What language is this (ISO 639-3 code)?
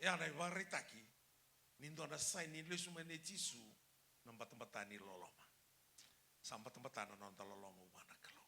fij